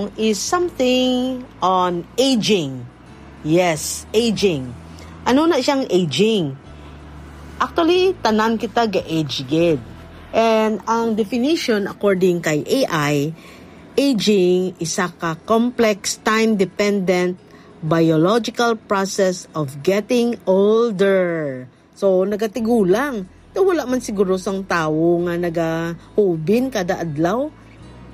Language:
Hiligaynon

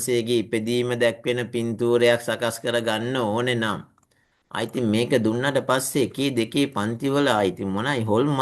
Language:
Sinhala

